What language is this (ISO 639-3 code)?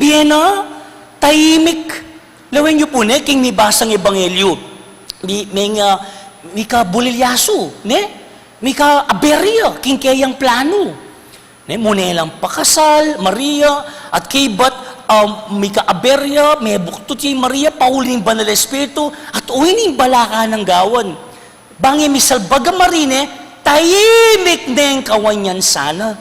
pam